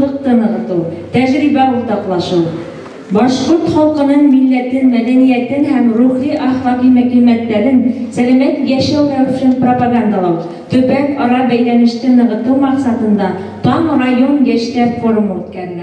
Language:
Bashkir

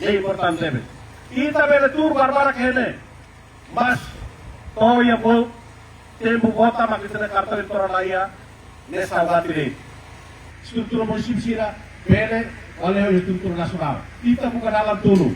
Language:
Tetum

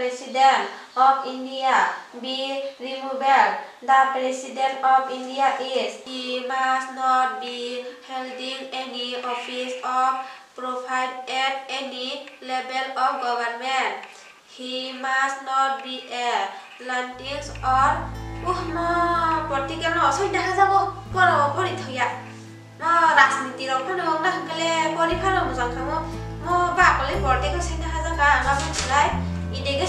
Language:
Kok Borok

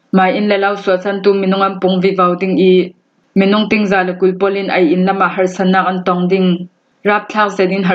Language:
Hakha Chin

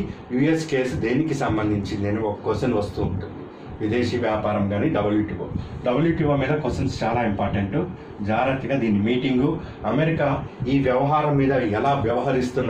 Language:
Telugu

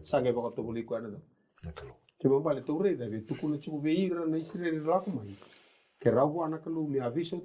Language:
Fijian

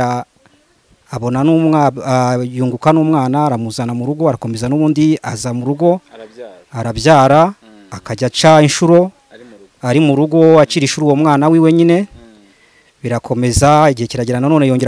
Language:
Kinyarwanda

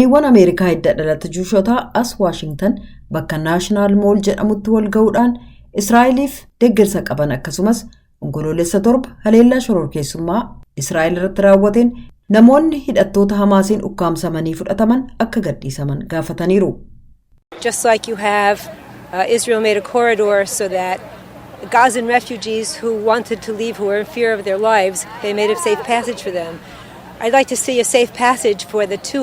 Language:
Oromo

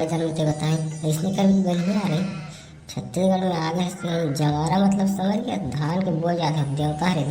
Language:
Chhattisgarhi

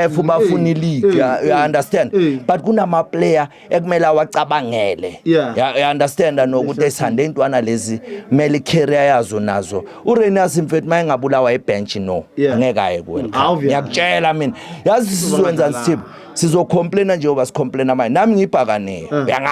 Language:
Zulu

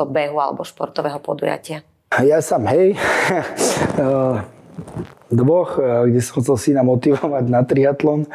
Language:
Slovak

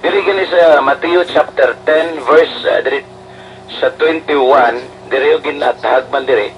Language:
Hiligaynon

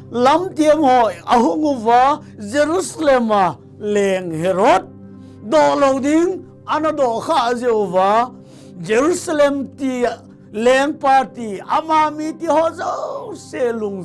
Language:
Thado Chin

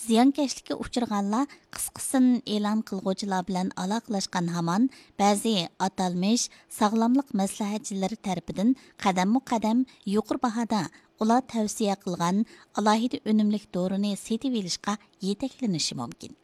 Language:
Uyghur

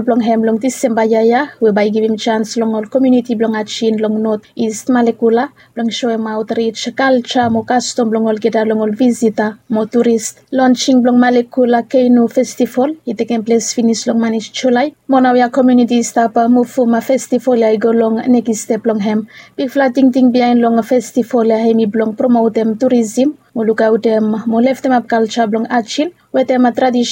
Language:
Bislama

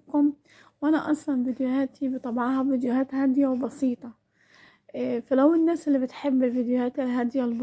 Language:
Egyptian Arabic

